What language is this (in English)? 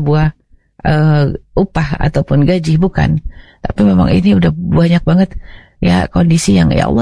Indonesian